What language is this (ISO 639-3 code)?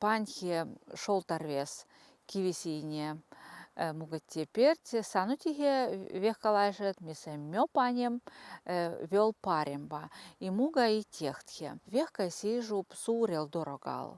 vep